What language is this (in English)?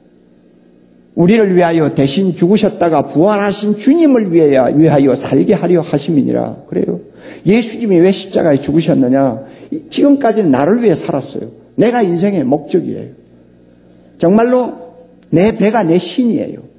Korean